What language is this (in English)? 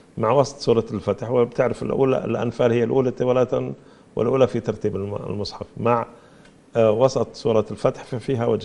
Arabic